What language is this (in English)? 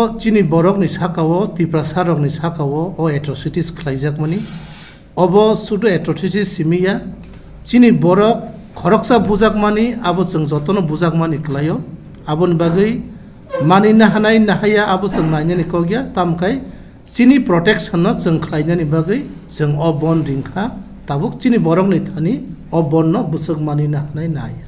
Kok Borok